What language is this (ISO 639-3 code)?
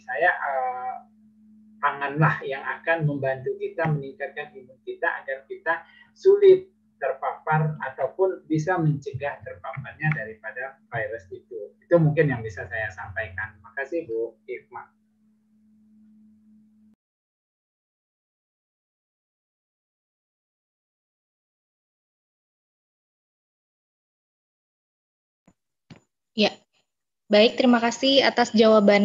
ind